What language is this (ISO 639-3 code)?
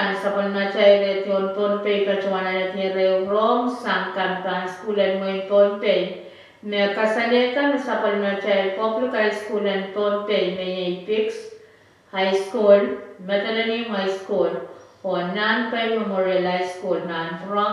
pon